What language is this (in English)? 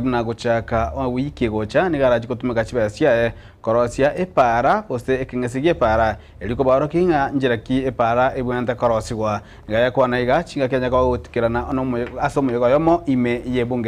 Gusii